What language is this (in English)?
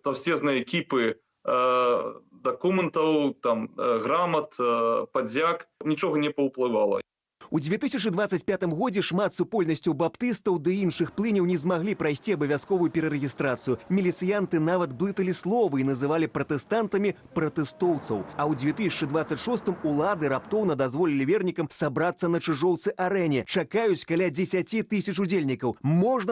Belarusian